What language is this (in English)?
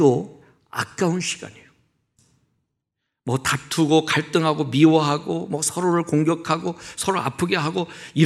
Korean